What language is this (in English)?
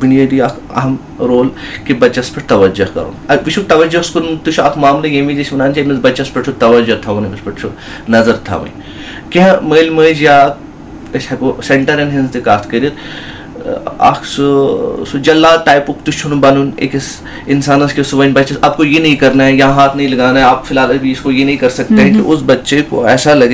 Kashmiri